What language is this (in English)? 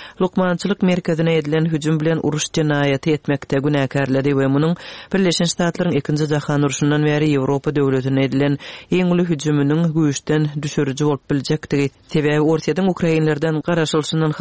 Turkmen